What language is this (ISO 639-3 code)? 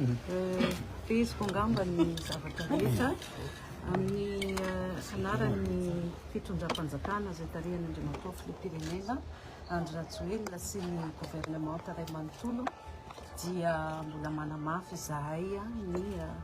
mlg